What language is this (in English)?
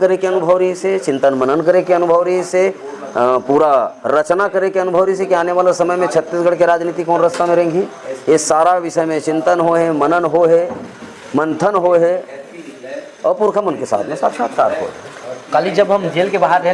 Chhattisgarhi